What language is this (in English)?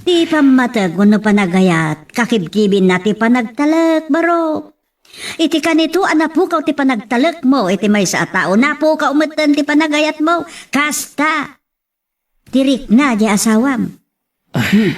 Iloko